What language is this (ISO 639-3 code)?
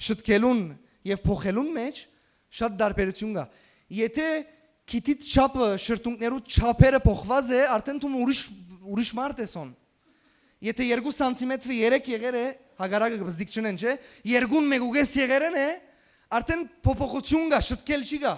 hyw